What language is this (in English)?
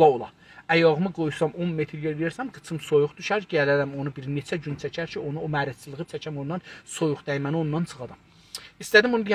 South Azerbaijani